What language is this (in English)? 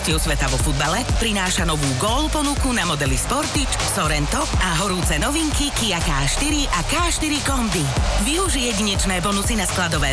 Slovak